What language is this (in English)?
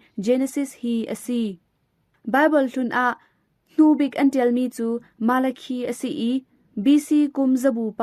Hakha Chin